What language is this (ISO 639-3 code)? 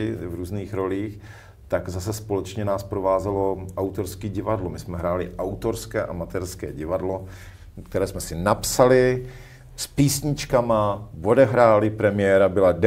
ces